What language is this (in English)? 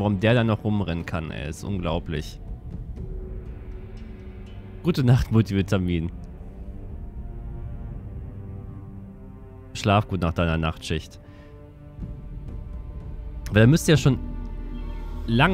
German